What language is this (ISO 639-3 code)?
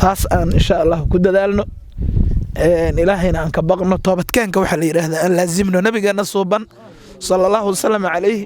som